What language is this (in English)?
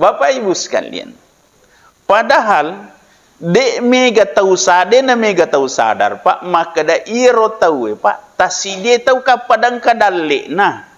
Buginese